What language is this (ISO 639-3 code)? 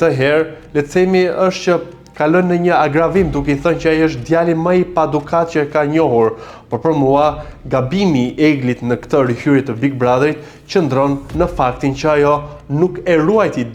sqi